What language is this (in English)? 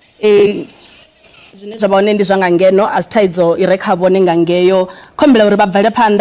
Venda